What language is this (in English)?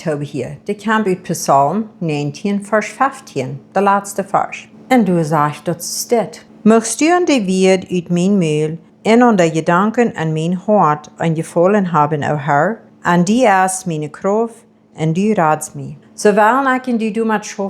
Plautdietsch